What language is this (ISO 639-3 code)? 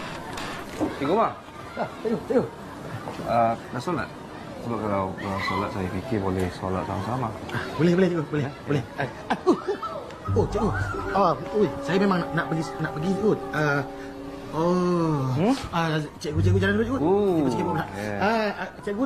msa